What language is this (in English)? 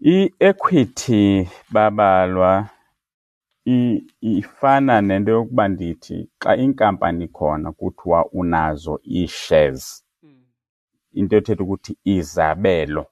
Xhosa